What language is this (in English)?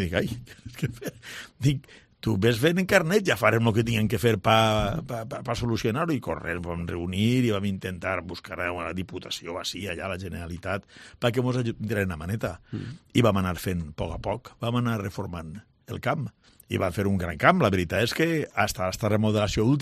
Catalan